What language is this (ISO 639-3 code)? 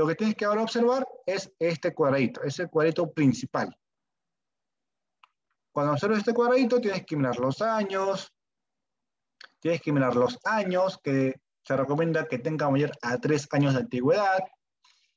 spa